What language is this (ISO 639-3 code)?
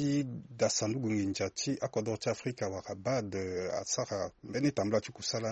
sag